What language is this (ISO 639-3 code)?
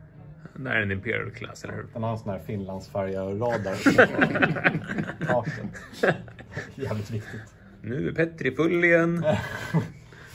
swe